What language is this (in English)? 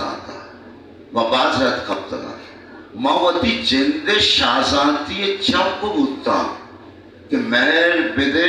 Baluchi